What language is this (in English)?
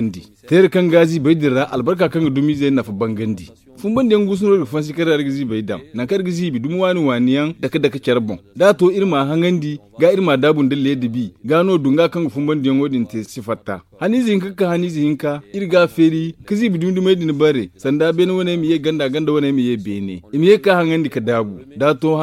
Zarma